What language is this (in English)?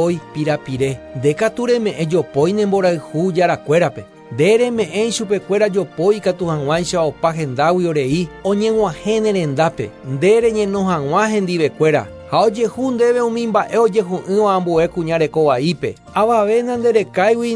Guarani